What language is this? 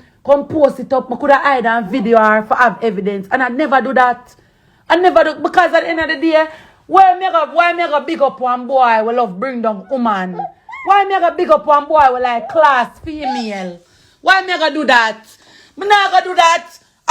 Jamaican Creole English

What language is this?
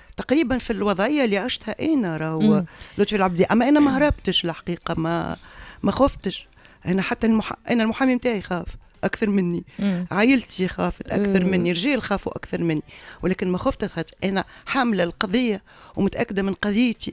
Tunisian Arabic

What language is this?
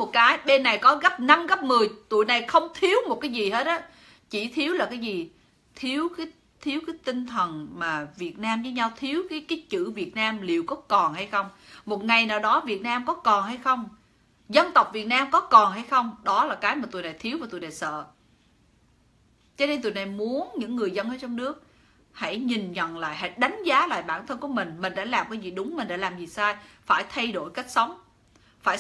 Vietnamese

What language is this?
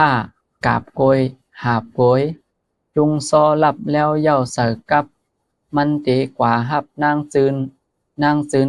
Shan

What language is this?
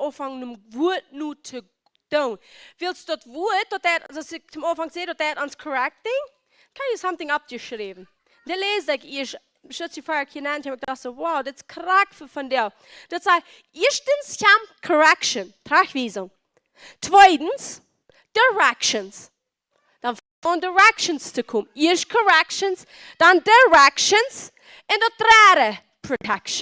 Plautdietsch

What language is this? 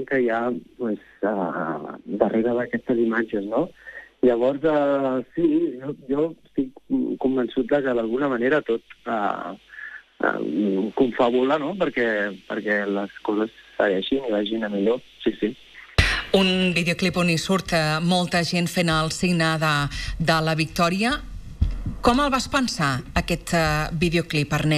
Catalan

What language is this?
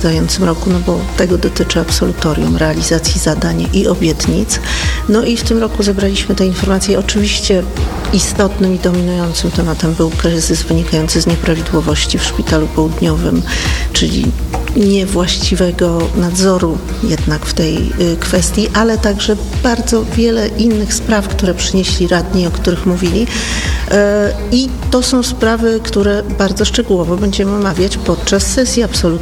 Polish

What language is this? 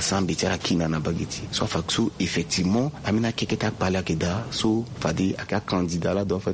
Sango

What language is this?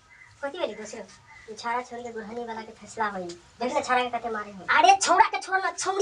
Maithili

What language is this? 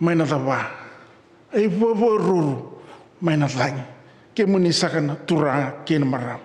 Fijian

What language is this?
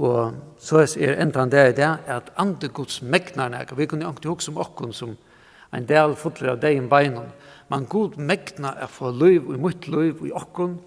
Faroese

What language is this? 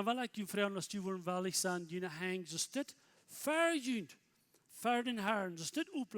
Plautdietsch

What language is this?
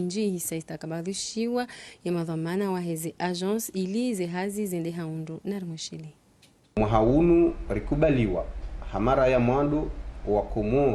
Ngazidja Comorian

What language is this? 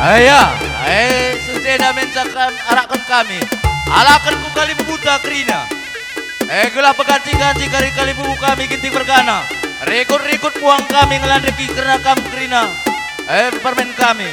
Batak Karo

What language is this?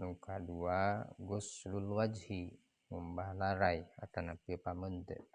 Sundanese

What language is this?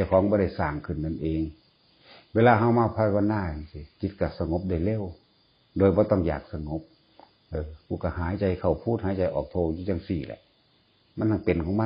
Northeastern Thai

